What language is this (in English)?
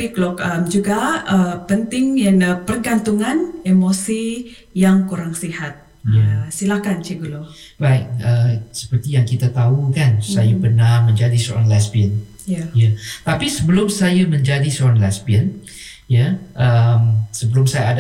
Malay